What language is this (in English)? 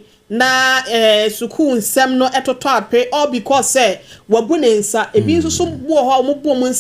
Akan